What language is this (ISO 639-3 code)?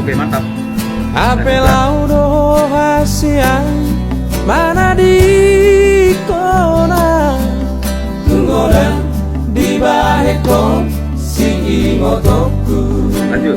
bbc